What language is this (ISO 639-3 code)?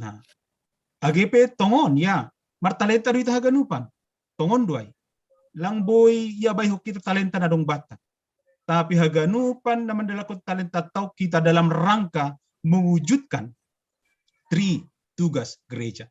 bts